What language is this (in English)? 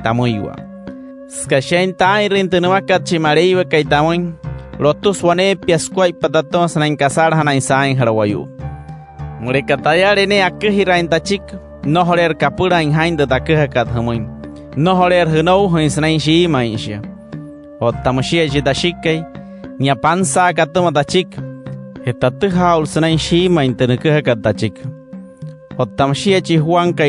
Wayuu